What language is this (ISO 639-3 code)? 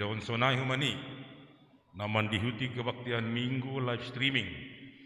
bts